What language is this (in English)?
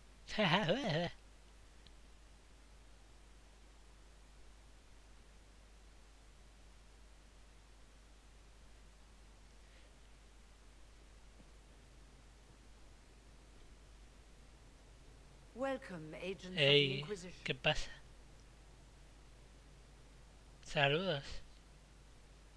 Spanish